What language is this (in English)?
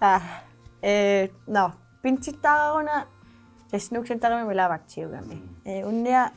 Kalaallisut